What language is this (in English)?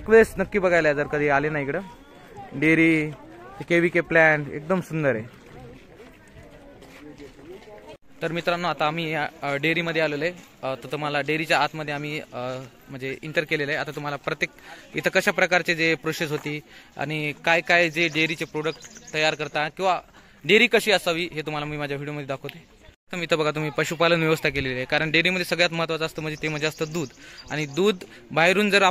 Marathi